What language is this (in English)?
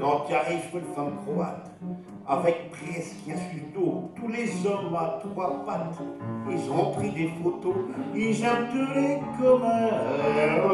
Picard